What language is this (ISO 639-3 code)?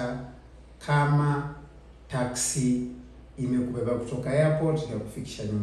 swa